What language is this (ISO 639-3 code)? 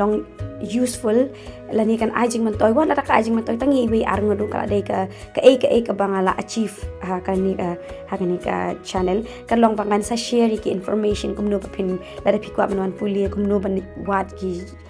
kha